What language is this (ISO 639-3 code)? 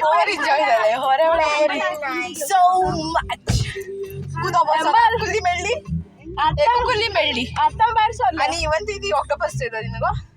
kok